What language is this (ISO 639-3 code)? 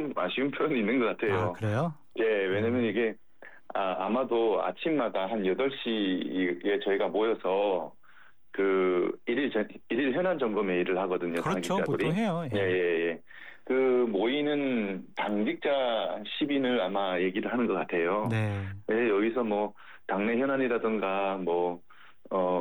kor